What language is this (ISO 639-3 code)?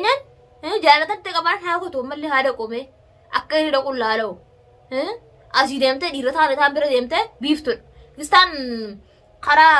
orm